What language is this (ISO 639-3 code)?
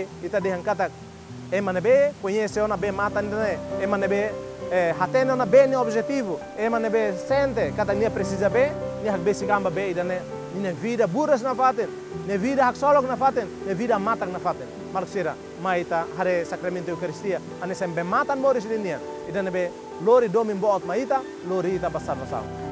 tet